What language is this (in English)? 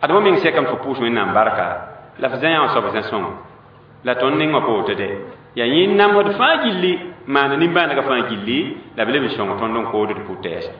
Mossi